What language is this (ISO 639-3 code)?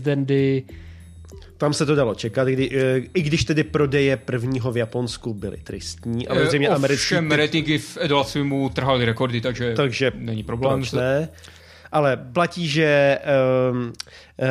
ces